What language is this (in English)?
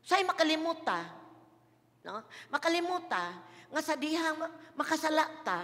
Cebuano